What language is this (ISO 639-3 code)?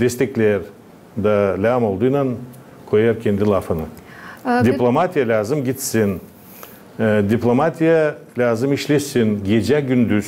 gag